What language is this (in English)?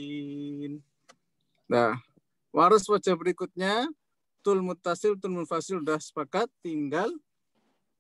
Indonesian